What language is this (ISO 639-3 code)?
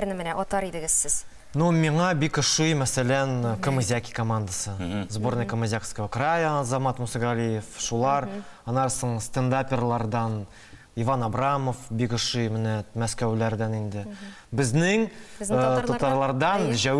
tat